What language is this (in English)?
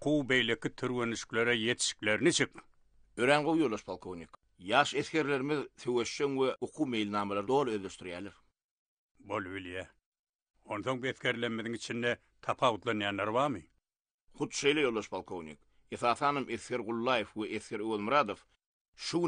Turkmen